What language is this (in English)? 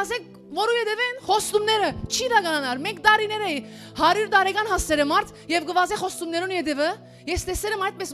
Western Armenian